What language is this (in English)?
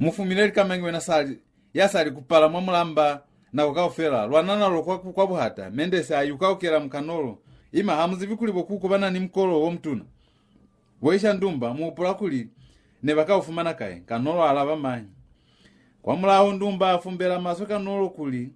Lozi